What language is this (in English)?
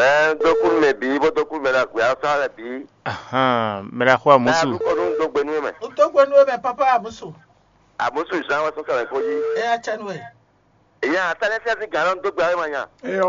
Fon